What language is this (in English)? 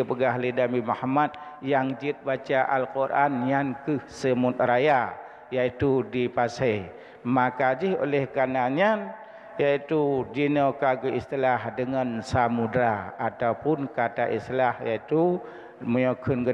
Achinese